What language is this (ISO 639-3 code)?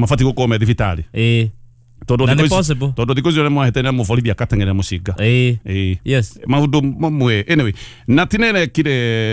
kik